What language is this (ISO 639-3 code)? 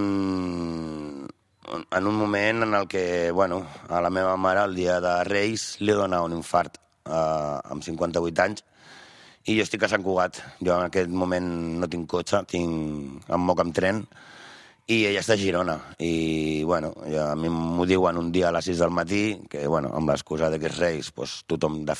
cat